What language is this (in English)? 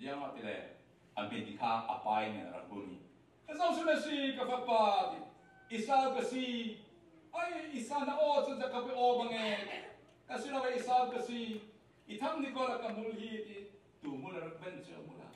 Falam Chin